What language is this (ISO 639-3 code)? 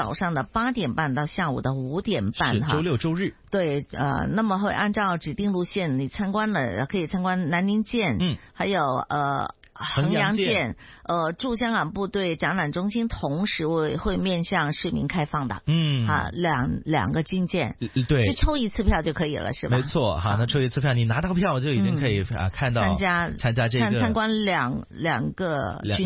zho